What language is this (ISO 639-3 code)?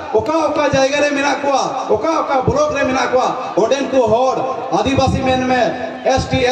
sat